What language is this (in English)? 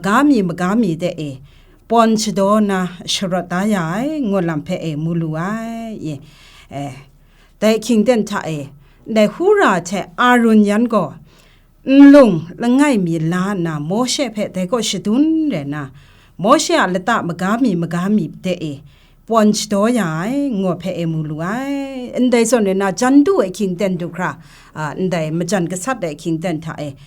Kachin